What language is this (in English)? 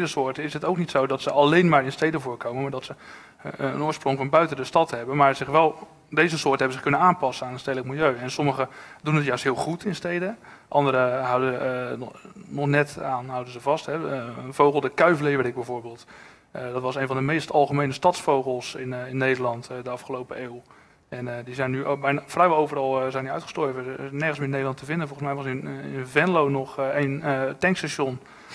Dutch